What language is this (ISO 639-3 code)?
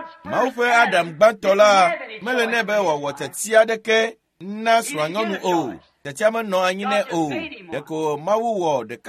ewe